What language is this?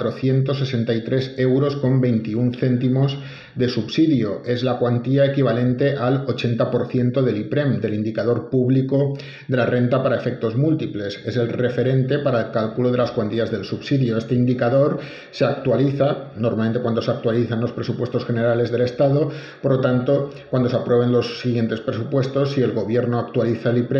Spanish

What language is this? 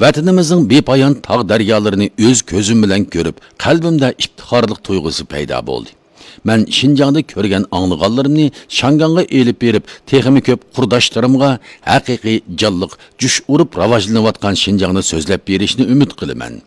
Uyghur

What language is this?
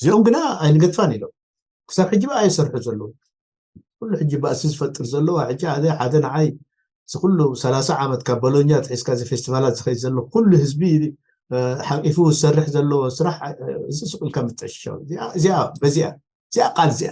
Tigrinya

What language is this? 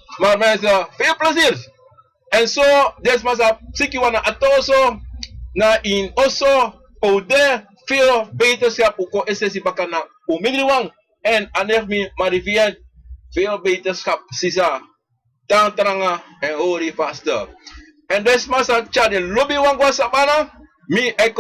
Sranan Tongo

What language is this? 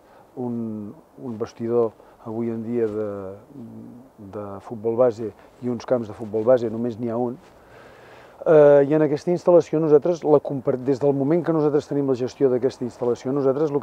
Catalan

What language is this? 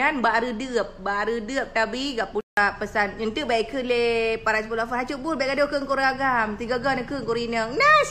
Achinese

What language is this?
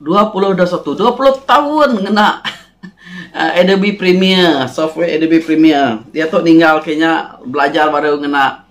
Iban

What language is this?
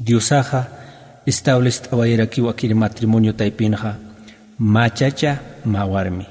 Aymara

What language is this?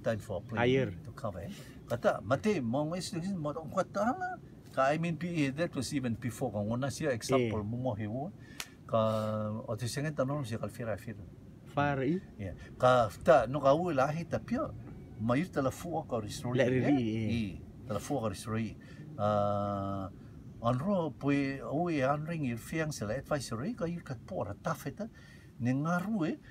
Rotuman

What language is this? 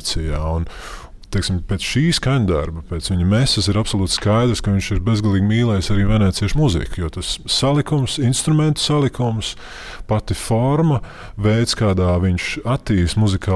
Latvian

